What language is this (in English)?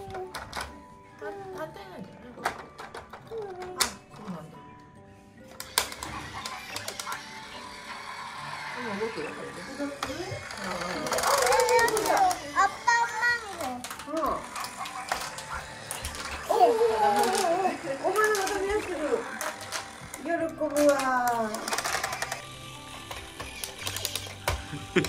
Japanese